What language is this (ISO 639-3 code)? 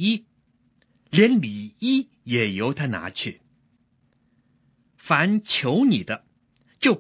zho